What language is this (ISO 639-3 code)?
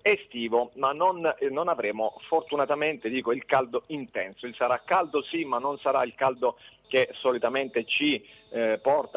ita